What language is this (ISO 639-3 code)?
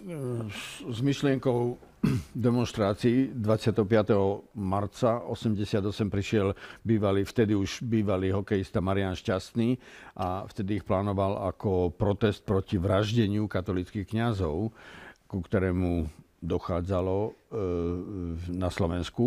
slk